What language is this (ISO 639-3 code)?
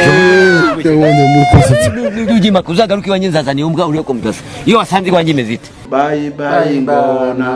kin